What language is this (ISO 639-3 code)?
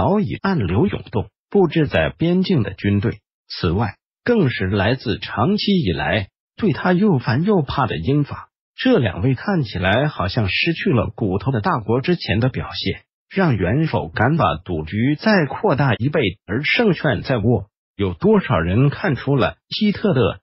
zho